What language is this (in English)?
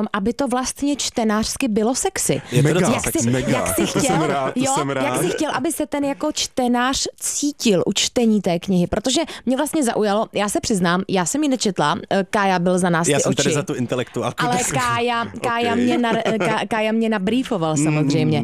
Czech